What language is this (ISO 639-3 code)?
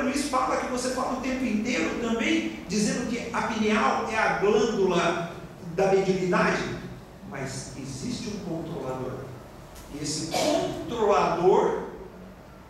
por